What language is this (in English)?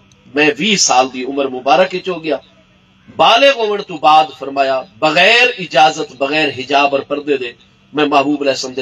Saraiki